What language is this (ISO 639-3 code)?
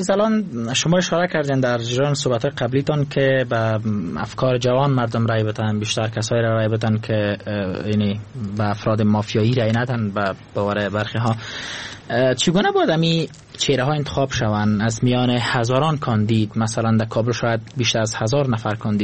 fas